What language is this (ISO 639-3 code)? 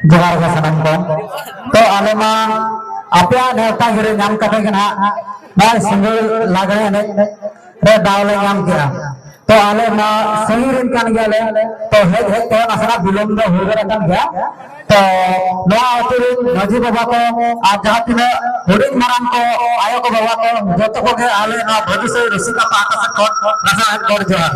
sat